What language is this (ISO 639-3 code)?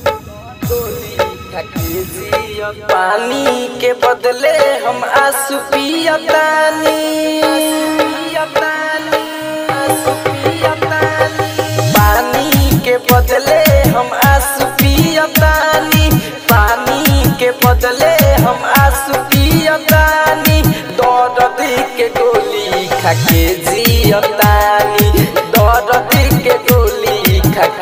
bho